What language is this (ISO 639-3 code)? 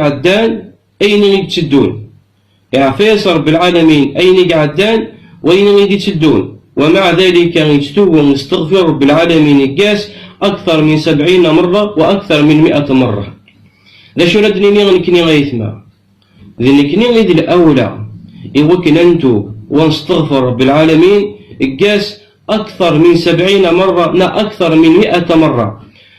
kab